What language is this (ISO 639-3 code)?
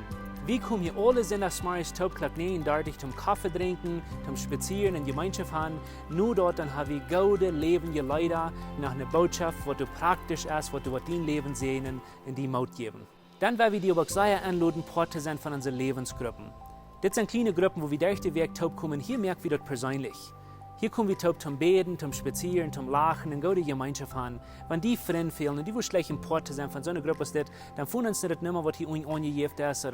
pdt